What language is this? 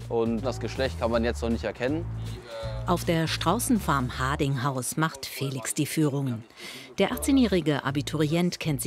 German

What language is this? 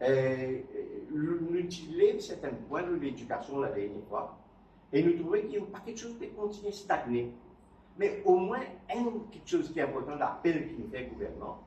Morisyen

